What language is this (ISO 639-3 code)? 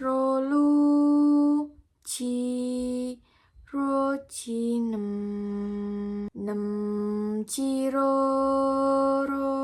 jav